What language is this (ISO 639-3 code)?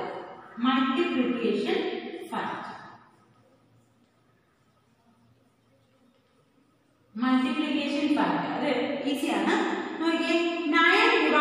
mal